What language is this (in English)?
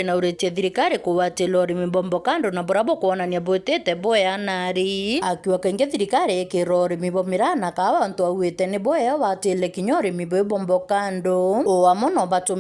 Meru